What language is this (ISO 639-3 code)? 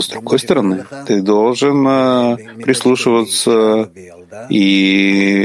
rus